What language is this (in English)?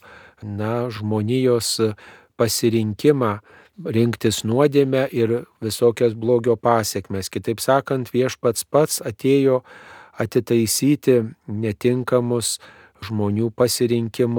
Lithuanian